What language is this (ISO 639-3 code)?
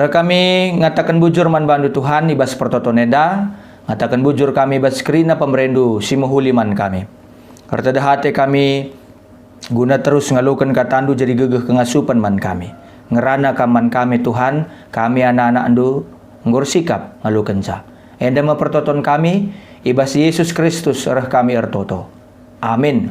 btx